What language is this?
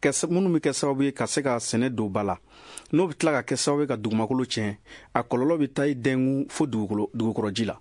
Bambara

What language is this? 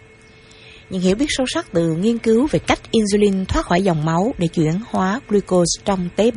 Vietnamese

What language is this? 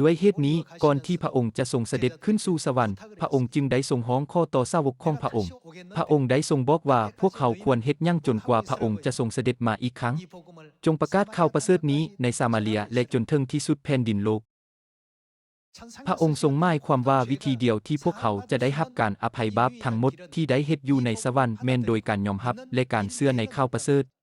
Lao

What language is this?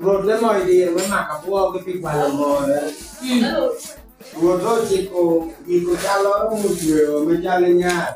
Lango (Uganda)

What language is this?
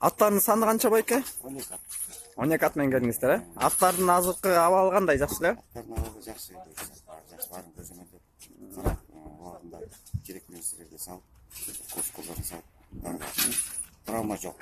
Kyrgyz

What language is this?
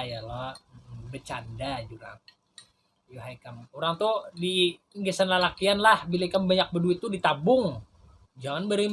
Banjar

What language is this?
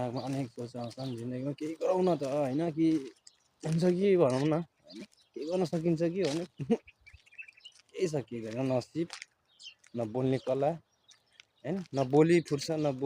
Nepali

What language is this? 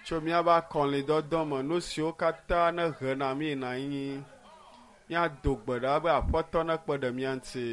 Ewe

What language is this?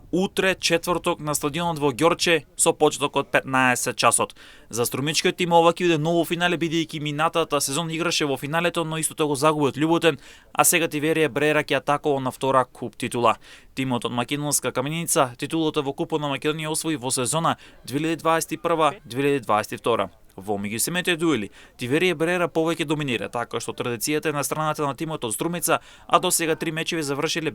Macedonian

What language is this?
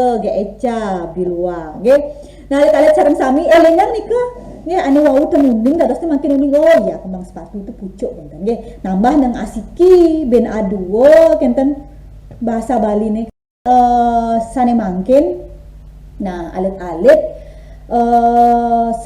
Balinese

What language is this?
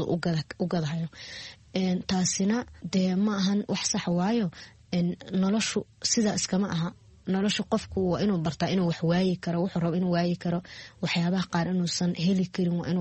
Somali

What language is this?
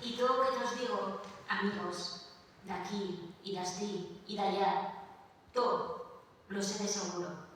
Asturian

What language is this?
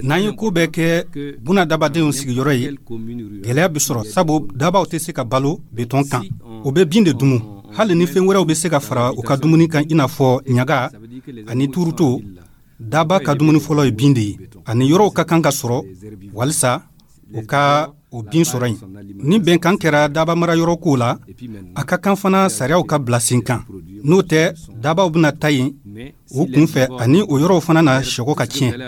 Dyula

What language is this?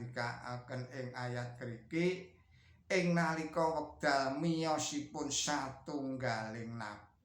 Javanese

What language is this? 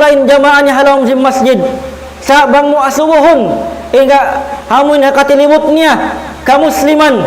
Tausug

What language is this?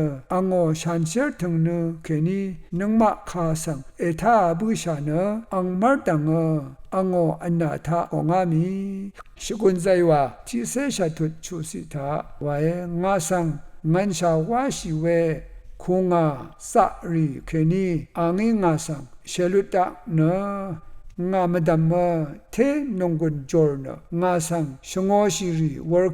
Rawang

